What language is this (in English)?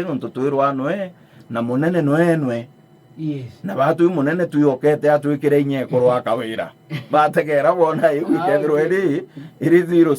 Meru